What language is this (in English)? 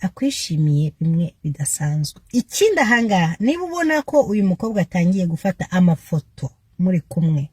Kinyarwanda